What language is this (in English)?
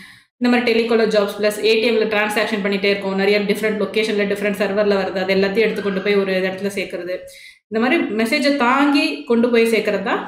Tamil